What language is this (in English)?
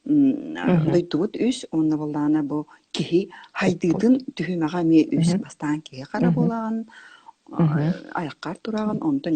Yakut